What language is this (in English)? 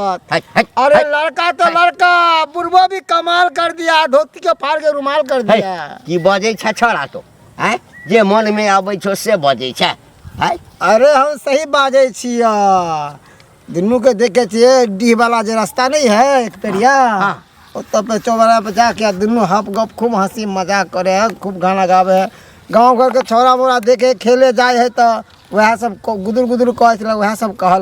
Maithili